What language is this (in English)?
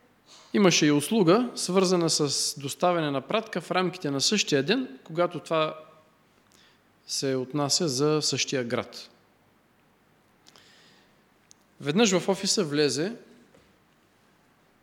Bulgarian